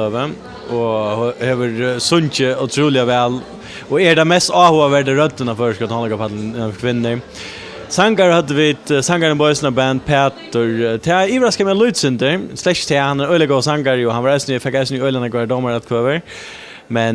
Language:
Faroese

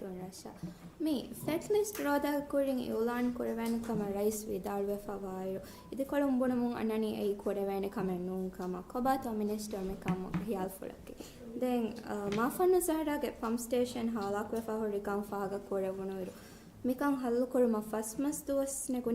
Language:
Divehi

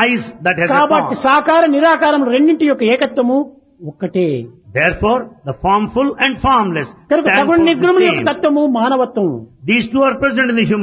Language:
Telugu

